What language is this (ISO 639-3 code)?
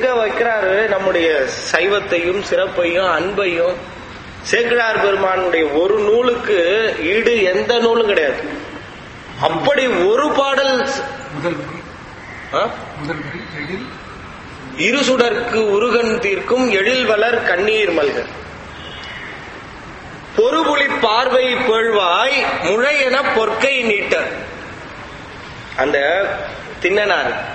tam